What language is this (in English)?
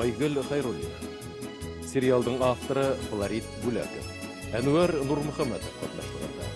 Bashkir